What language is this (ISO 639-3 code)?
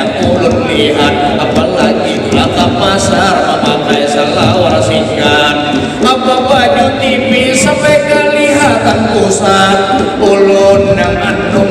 bjn